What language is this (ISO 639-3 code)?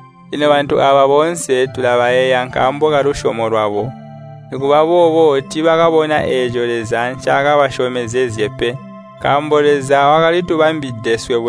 toi